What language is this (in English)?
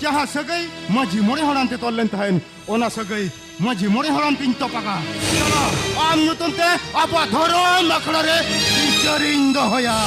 Santali